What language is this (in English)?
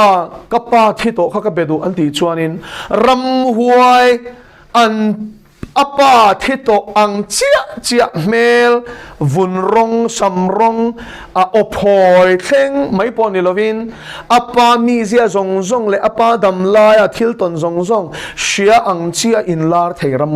Mizo